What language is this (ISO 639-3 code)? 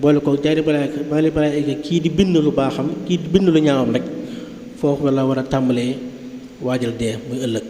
wol